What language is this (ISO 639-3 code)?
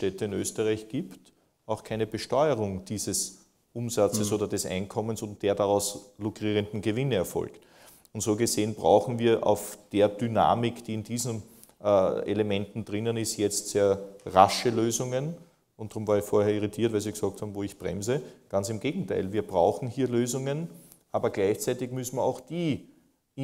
deu